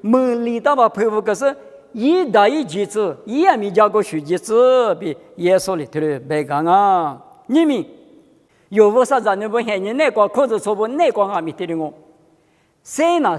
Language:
Lisu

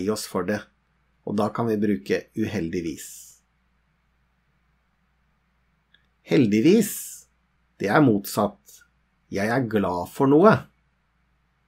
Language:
Norwegian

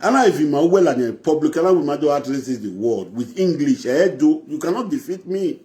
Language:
Nigerian Pidgin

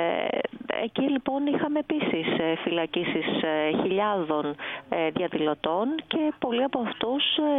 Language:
Greek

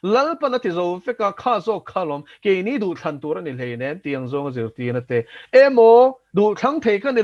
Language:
Mizo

